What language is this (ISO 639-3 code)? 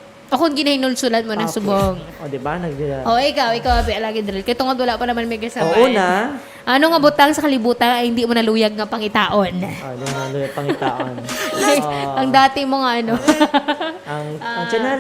hil